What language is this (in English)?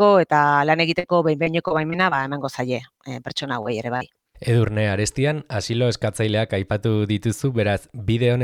Basque